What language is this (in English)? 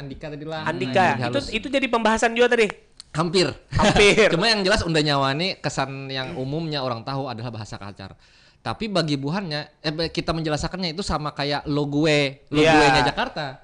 Banjar